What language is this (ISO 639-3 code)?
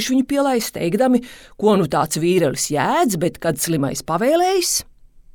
lav